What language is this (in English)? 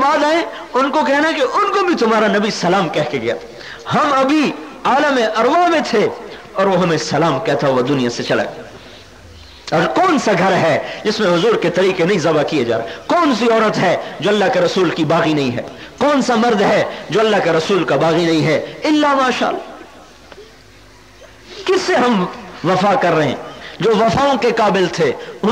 Urdu